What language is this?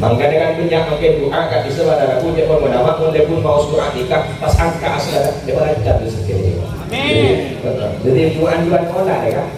Madurese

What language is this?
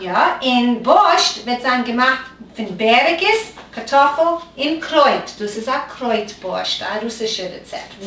Yiddish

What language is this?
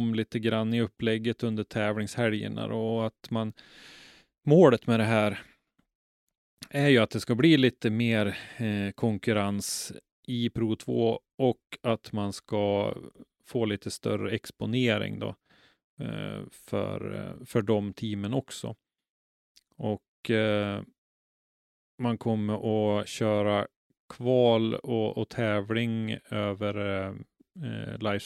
Swedish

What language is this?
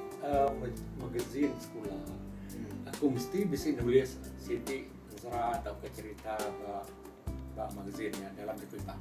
Iban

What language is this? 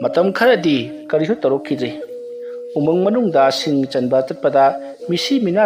Manipuri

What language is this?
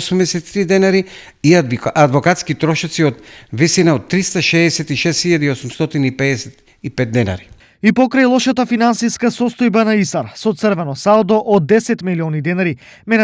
Macedonian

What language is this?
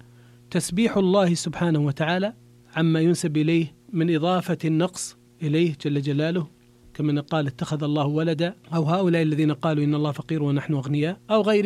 Arabic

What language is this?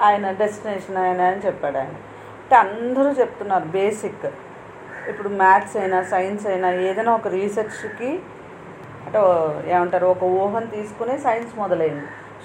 Telugu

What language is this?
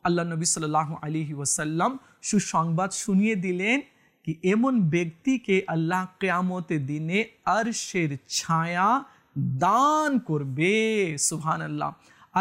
Bangla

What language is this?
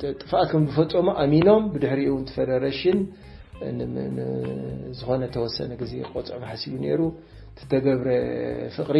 Tigrinya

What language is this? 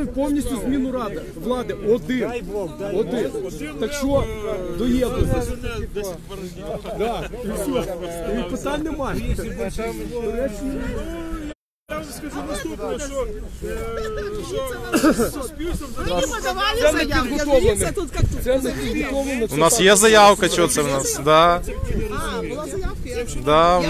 Ukrainian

